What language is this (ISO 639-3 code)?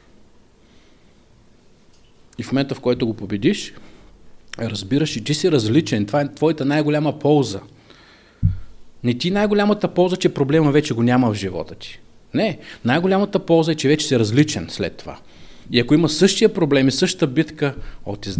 bul